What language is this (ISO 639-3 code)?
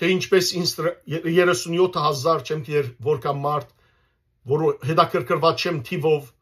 hyw